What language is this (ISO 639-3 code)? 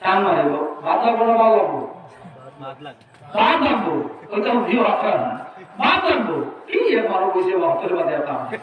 syl